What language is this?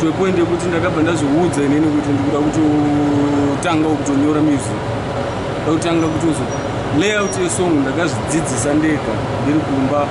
Shona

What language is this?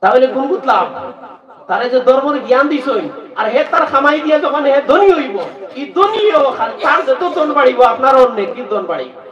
Sylheti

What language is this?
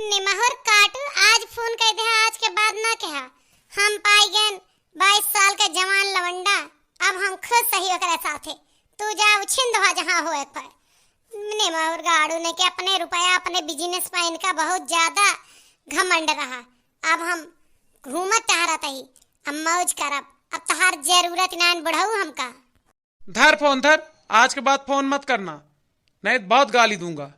Awadhi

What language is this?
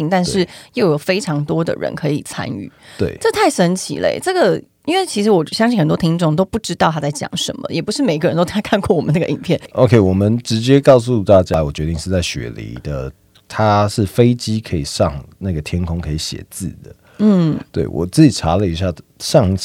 Chinese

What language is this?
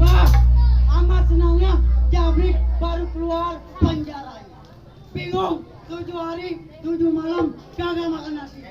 Betawi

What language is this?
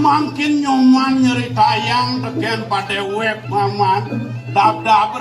Balinese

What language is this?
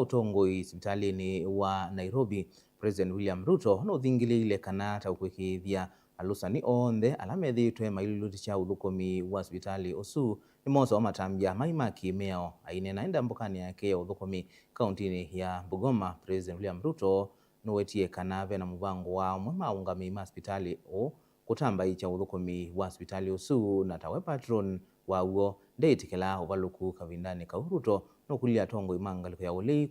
Kamba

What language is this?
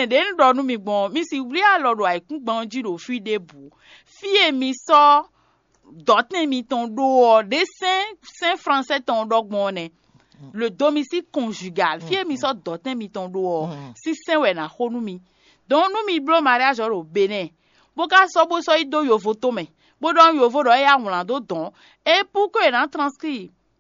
Fon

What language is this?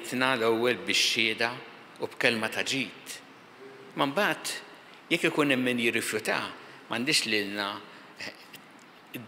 Maltese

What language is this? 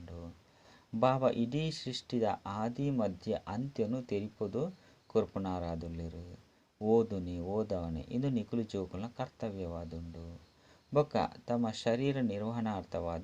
Tulu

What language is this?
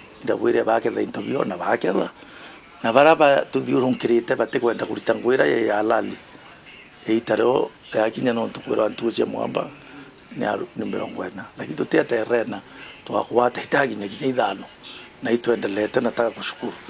Meru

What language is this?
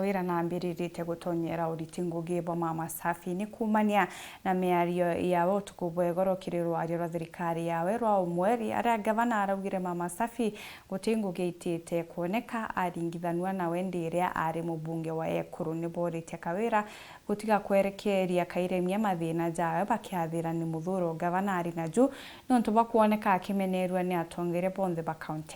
Meru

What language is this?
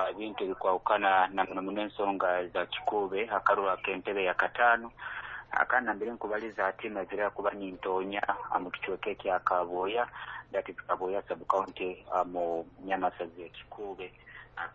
Nyoro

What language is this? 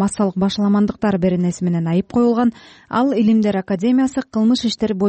Kyrgyz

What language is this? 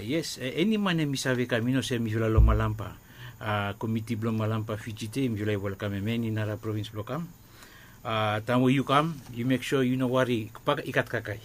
Bislama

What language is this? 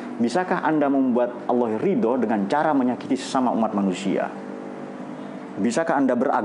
Indonesian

